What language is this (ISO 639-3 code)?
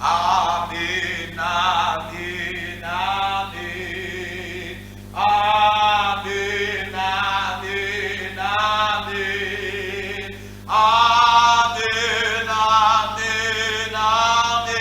ssw